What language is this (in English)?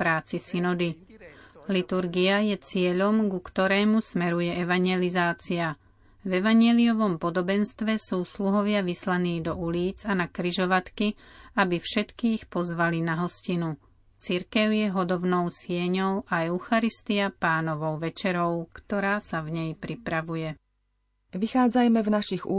Slovak